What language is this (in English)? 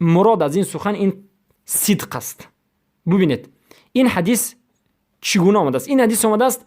Persian